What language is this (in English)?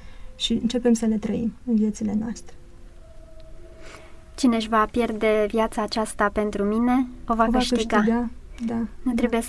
Romanian